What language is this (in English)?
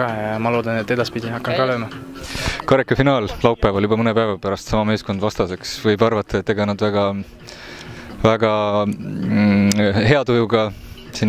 Estonian